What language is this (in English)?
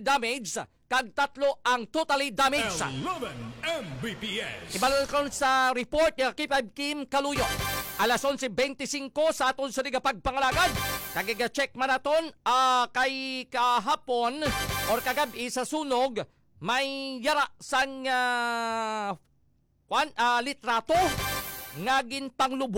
Hiligaynon